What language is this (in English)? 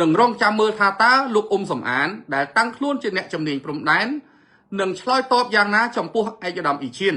Khmer